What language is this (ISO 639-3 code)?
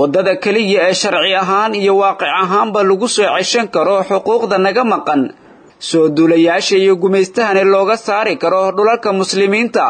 som